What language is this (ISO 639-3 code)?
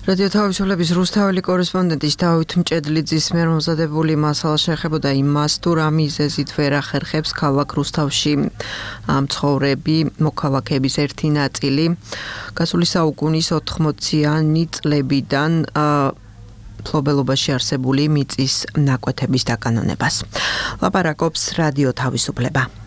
kat